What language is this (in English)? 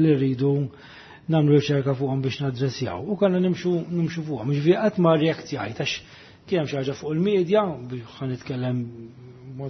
Maltese